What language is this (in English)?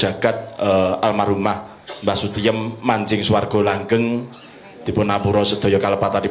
Javanese